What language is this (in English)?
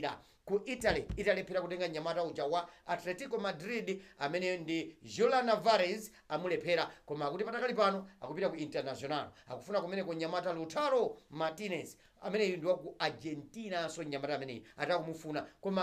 Nyanja